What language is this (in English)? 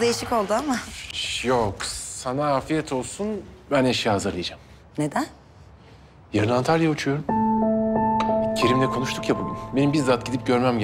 Turkish